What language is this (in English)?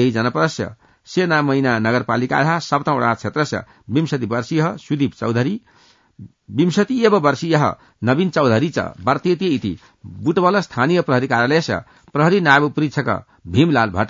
Sanskrit